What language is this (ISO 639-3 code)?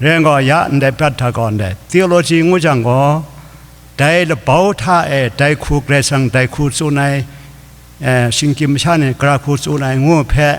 kac